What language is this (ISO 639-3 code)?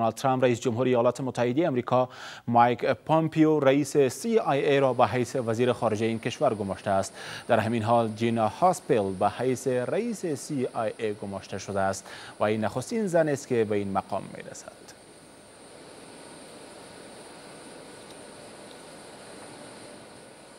fas